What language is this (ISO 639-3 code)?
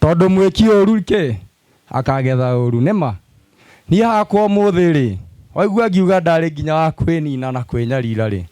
kik